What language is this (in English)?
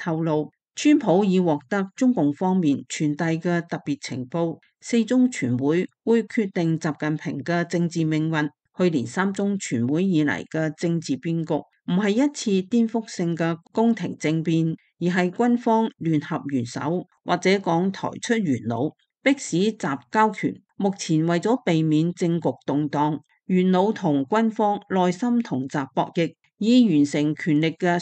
Cantonese